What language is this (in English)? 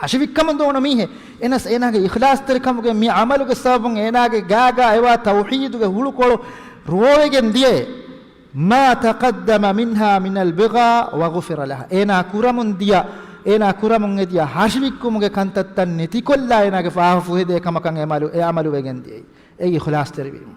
Divehi